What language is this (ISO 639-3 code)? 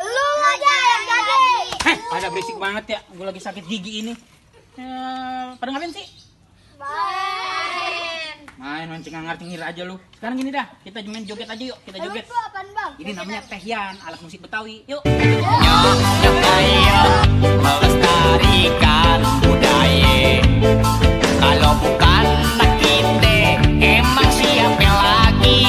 bew